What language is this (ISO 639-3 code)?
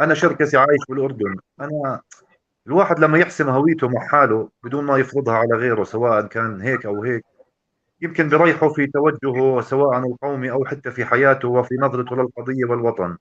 apc